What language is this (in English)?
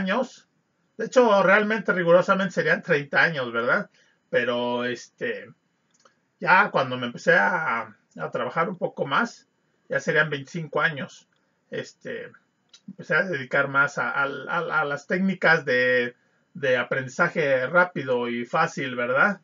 Spanish